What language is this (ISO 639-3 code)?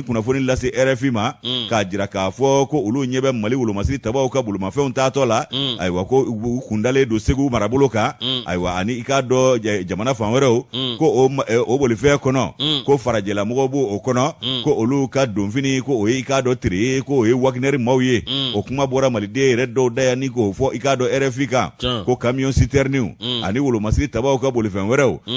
bam